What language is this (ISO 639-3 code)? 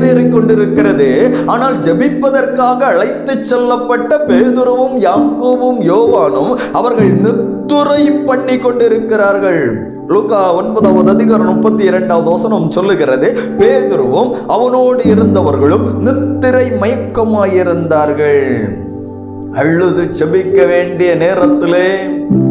tam